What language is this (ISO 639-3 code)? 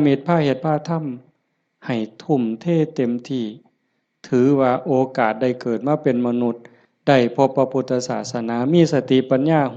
tts